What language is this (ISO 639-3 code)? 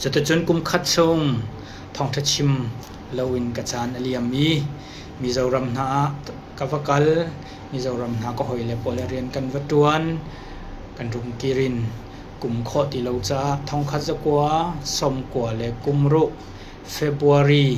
cnh